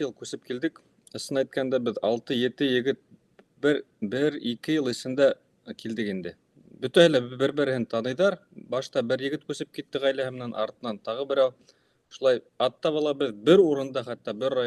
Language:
Bashkir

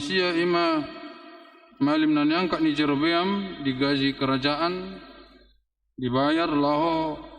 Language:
Batak Toba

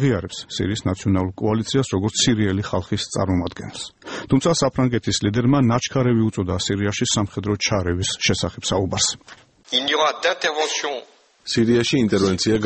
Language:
Georgian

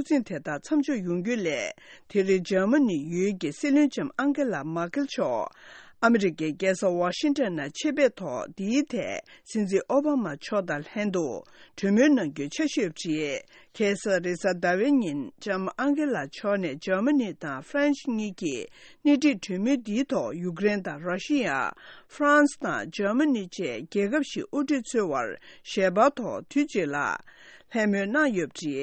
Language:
Tibetan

